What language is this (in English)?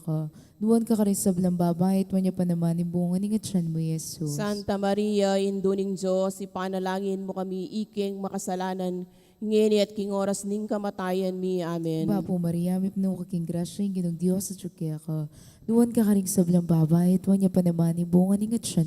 Pampanga